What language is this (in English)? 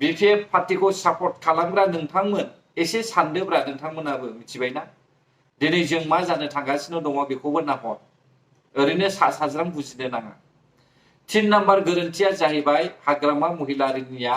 Bodo